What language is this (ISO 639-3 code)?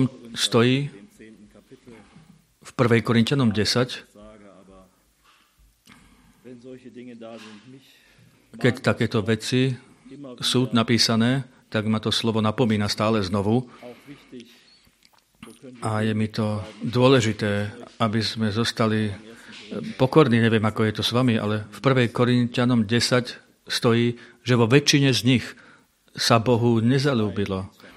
slk